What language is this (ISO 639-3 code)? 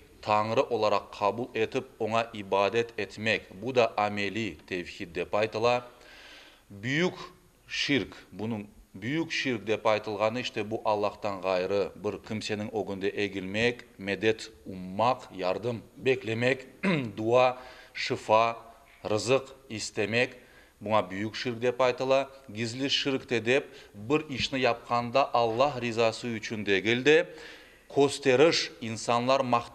crh